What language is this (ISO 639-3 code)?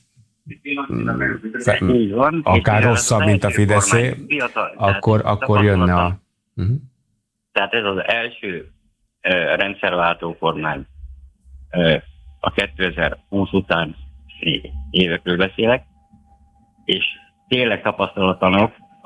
hun